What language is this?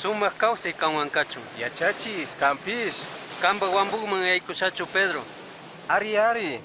Chimborazo Highland Quichua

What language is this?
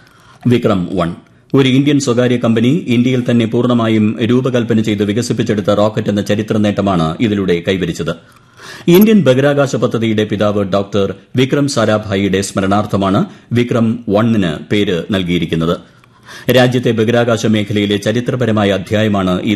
Malayalam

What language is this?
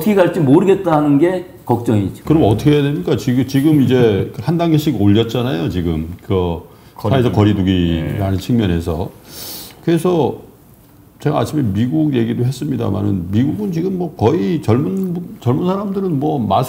Korean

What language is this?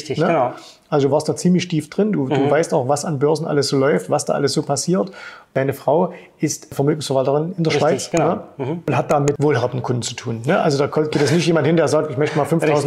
German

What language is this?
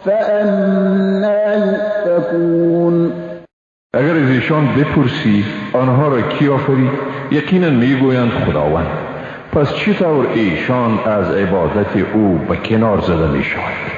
Tajik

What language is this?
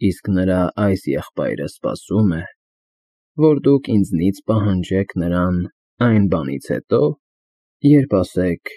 Armenian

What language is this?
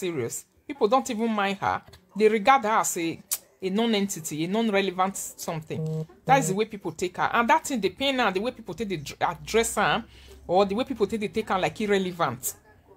Nigerian Pidgin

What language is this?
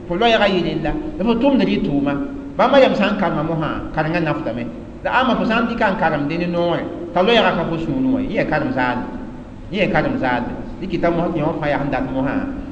Mossi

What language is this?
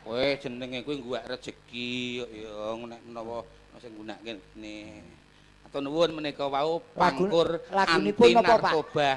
Javanese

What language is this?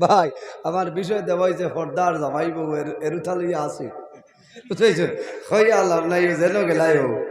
Sylheti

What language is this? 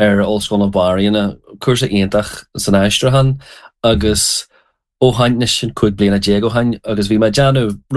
Irish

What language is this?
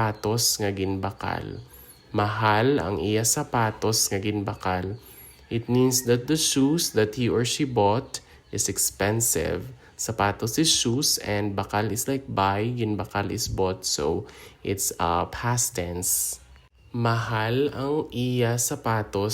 Hiligaynon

